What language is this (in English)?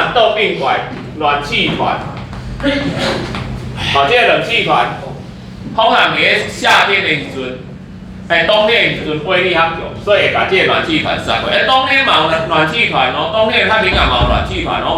Min Nan Chinese